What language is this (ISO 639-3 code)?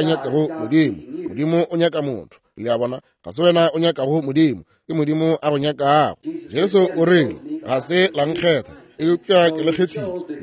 nso